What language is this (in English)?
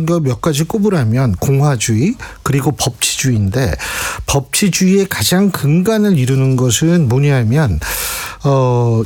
Korean